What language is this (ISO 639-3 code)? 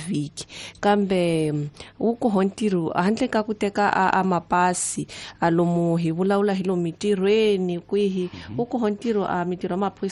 tso